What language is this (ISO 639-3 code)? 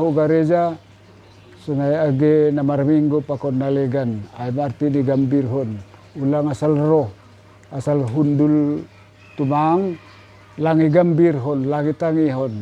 bts